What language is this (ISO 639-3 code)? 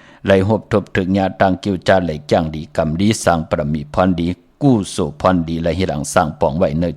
shn